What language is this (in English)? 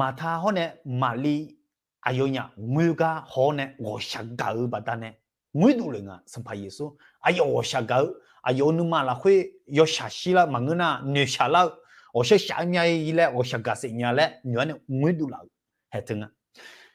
Akha